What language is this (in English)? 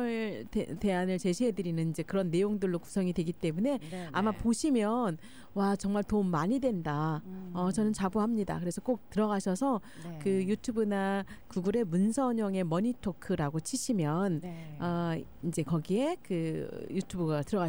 Korean